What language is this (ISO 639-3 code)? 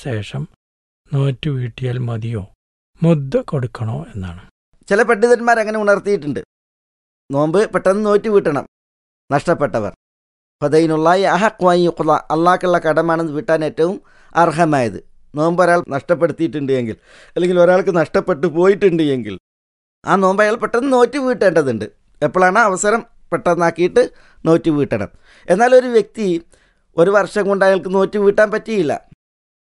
mal